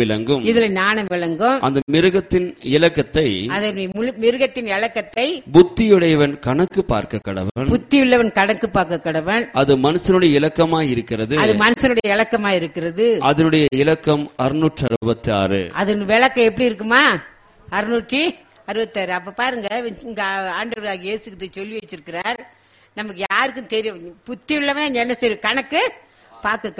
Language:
Tamil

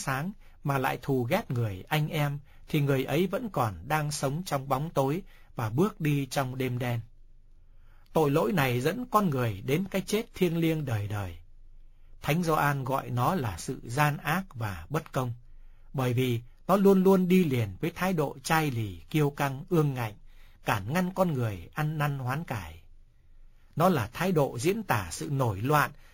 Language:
Vietnamese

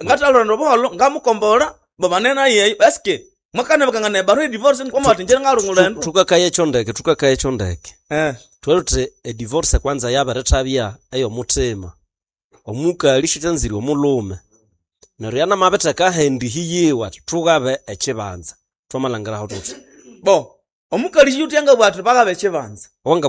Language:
Nande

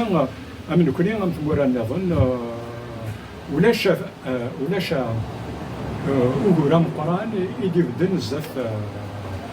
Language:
Kabyle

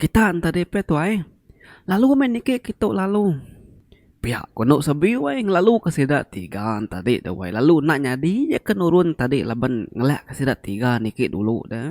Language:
Iban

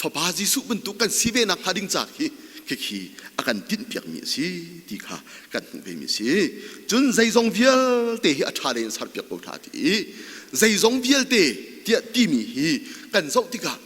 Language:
Hakha Chin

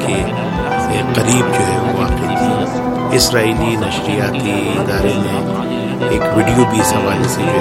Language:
Urdu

